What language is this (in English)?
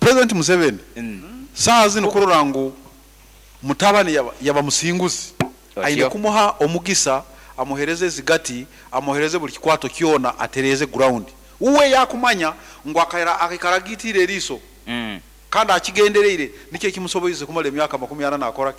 Nyankole